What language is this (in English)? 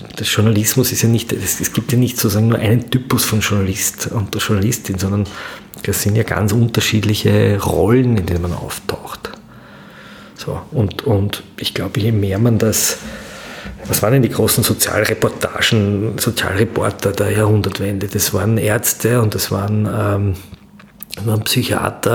German